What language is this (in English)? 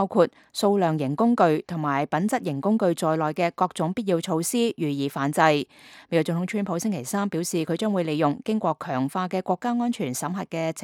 Cantonese